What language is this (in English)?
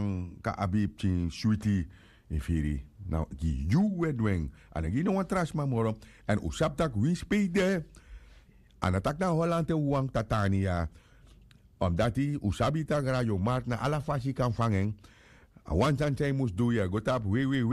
Sranan Tongo